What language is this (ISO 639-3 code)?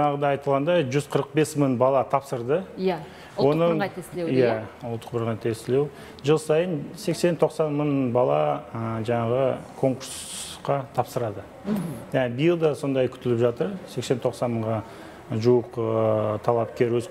kaz